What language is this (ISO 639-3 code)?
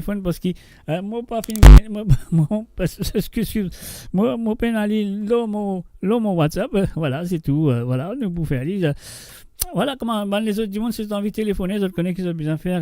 mfe